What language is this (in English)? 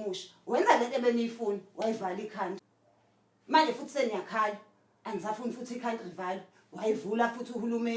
Zulu